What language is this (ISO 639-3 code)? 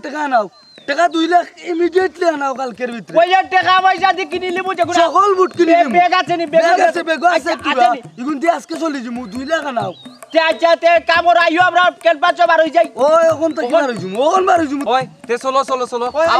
syl